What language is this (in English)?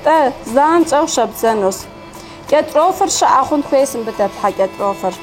Kabardian